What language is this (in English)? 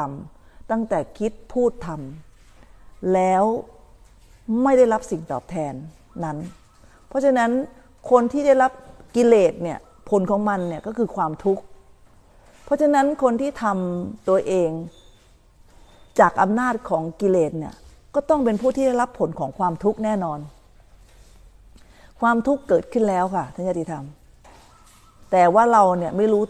Thai